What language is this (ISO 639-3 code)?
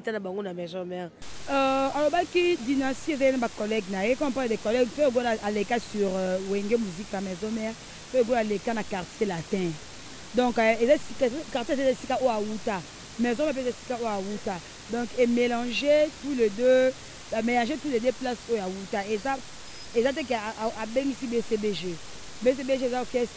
lin